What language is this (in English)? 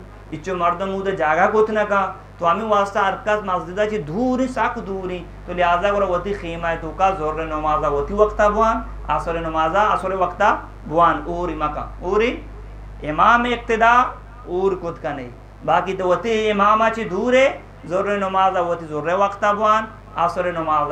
Eastern Balochi